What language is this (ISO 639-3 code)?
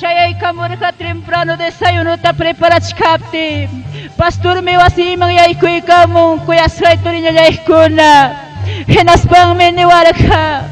quy